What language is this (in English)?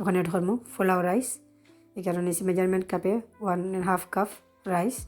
Sylheti